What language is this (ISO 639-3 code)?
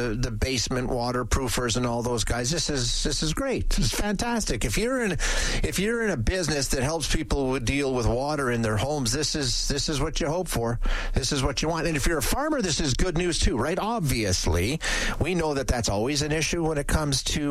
eng